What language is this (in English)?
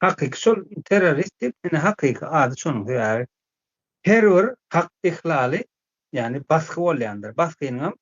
Turkmen